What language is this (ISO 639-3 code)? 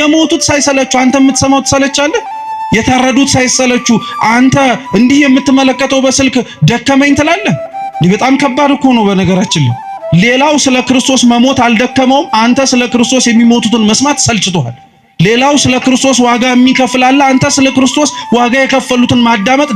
amh